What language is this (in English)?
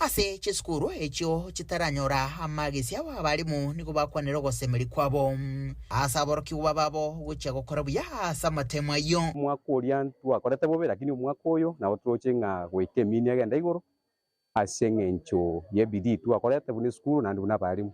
Gusii